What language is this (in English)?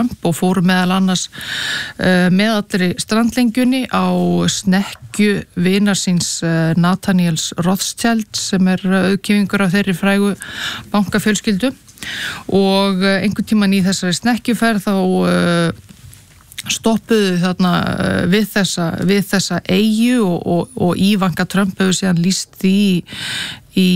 Icelandic